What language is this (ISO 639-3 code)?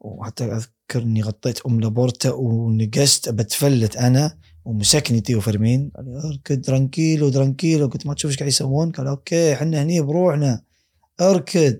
afb